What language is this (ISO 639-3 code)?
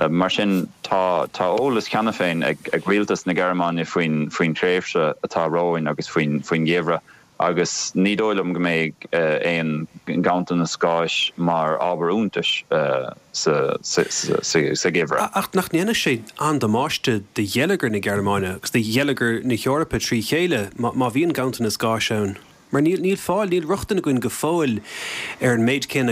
gle